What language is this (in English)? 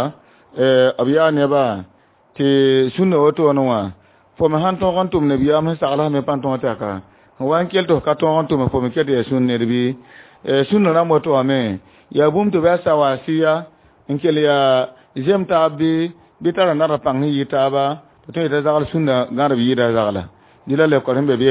Mossi